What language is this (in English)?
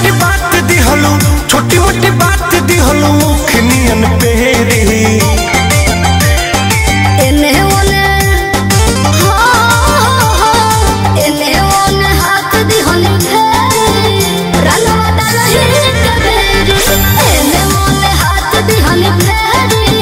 Bhojpuri